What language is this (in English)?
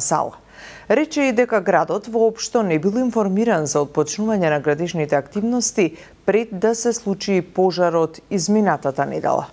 Macedonian